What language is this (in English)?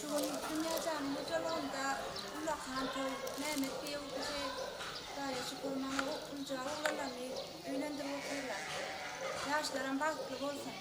Turkmen